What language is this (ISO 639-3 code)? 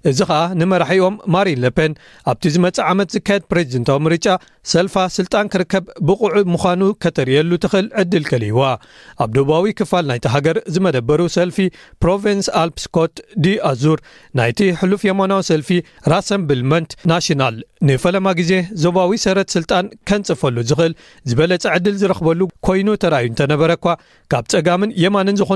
tir